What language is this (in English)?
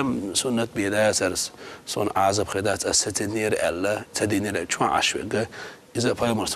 Chechen